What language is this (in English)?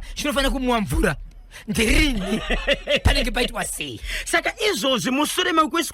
Shona